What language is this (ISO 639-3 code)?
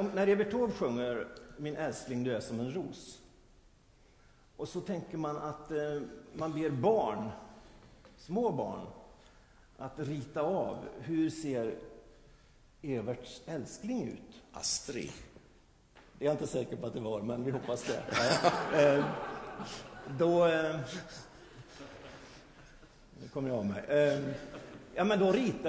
swe